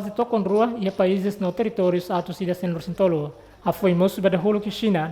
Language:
Tetum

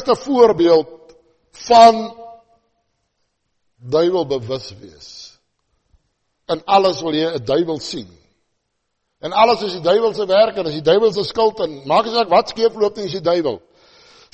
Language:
Afrikaans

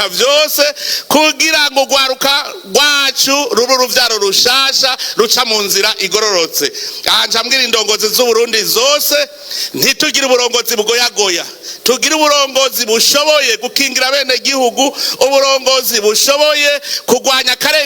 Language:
Rundi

